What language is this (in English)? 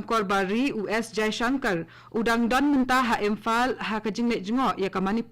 Khasi